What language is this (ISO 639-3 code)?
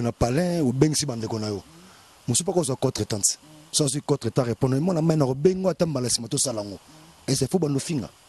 lin